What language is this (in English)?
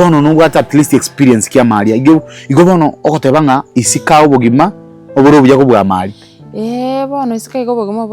Gusii